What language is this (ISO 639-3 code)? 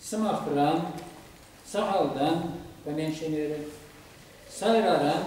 chv